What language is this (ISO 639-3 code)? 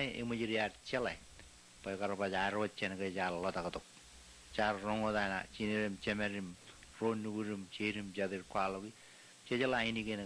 mah